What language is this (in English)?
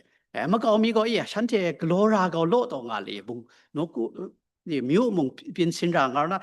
Kachin